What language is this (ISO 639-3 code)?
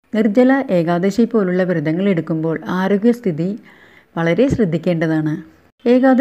mal